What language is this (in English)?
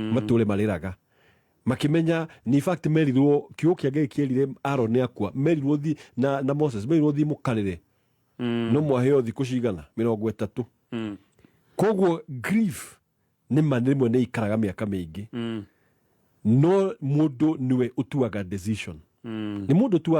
Kikuyu